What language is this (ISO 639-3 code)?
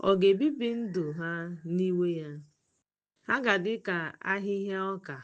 ibo